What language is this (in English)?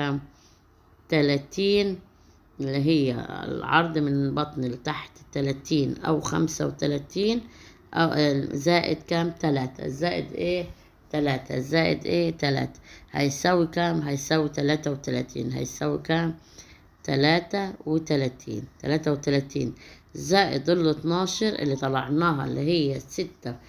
Egyptian Arabic